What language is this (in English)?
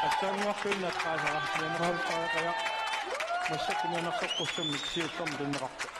Kalaallisut